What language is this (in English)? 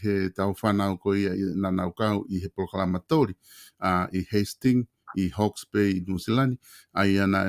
Tongan